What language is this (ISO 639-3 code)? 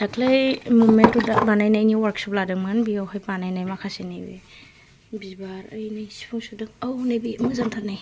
brx